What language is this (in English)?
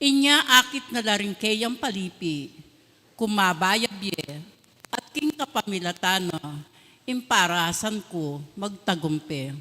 Pampanga